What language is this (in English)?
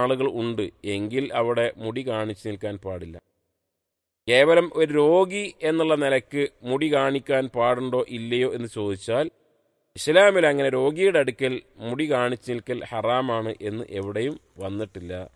Malayalam